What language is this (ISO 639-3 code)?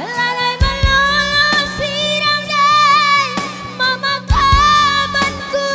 btx